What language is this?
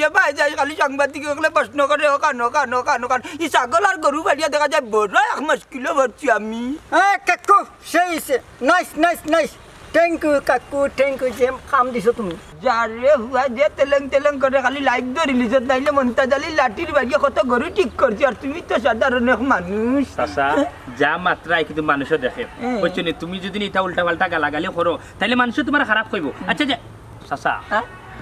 Sylheti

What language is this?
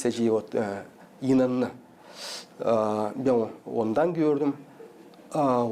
Gagauz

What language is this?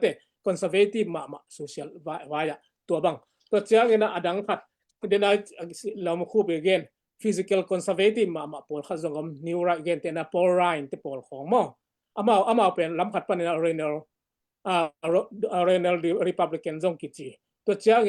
Tedim Chin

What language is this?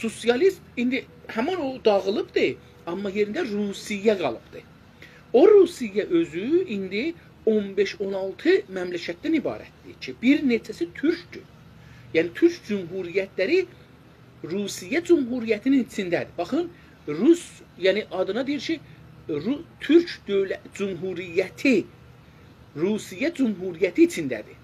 South Azerbaijani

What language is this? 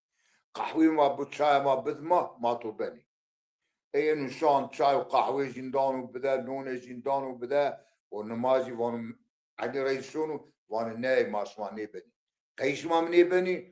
Zaza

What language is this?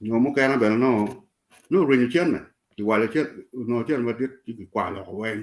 Acoli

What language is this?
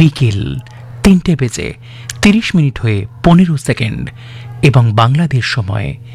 Bangla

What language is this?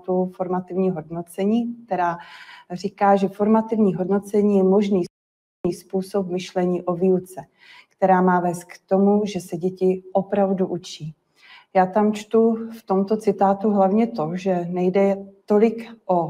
Czech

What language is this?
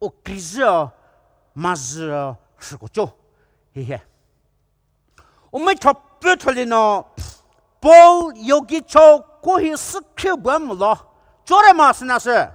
Poumei Naga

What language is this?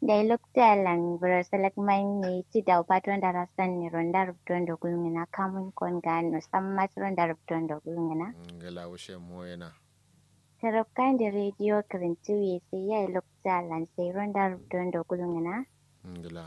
Kanuri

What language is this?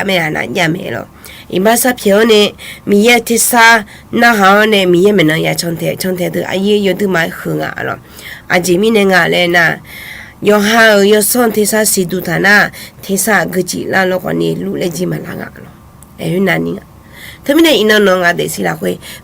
Akha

